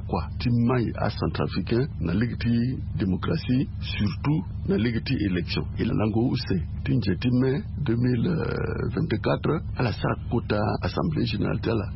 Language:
Sango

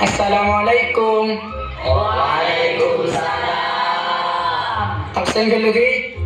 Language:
Madurese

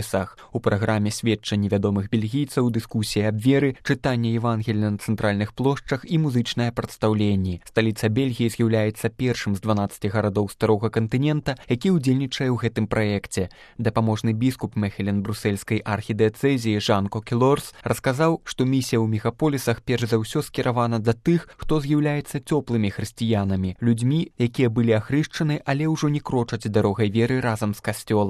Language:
Belarusian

